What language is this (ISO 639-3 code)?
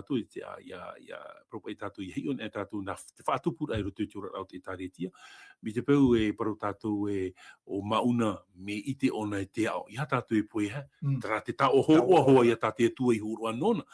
tah